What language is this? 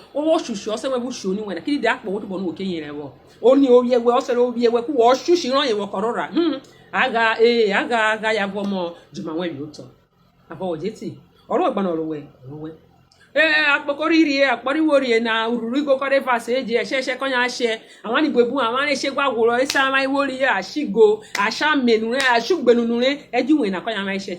Urhobo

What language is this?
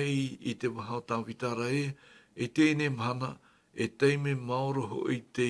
Tahitian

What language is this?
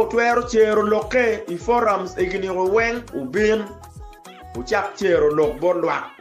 Acoli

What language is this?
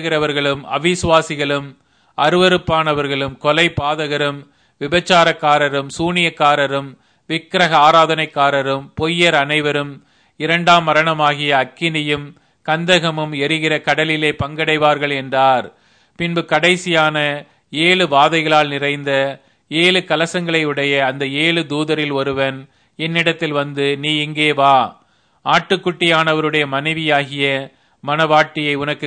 Tamil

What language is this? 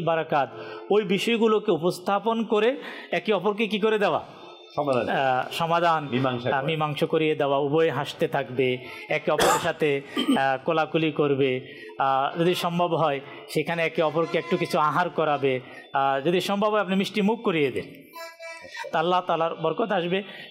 Bangla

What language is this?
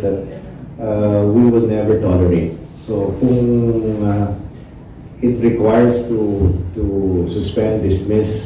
Hiligaynon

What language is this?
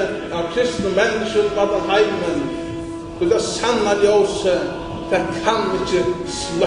Faroese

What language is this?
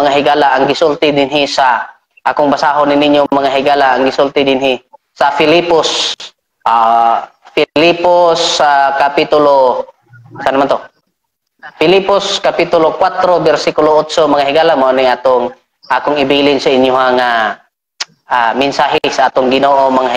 Cebuano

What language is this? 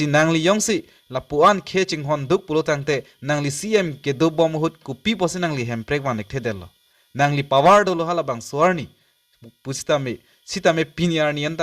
Karbi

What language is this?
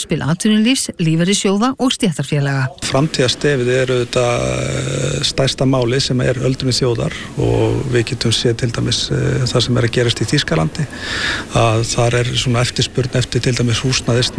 Icelandic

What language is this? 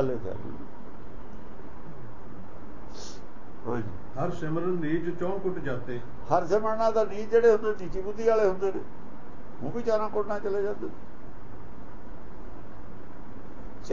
Punjabi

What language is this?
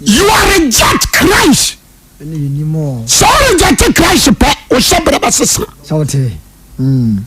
Akan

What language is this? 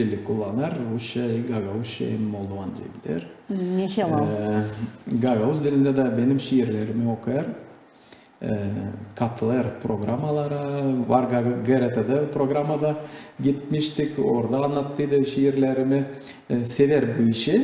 Gagauz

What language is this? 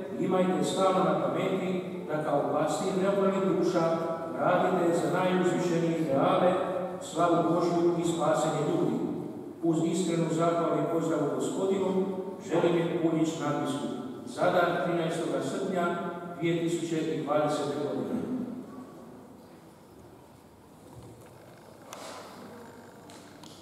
Croatian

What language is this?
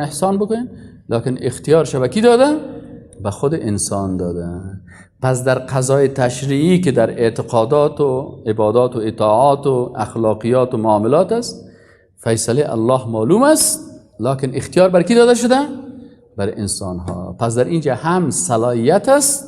Persian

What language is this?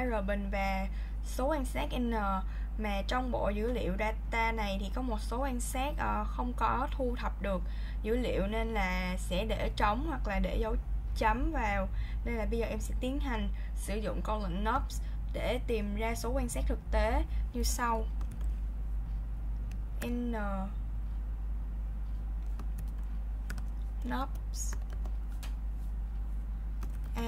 Vietnamese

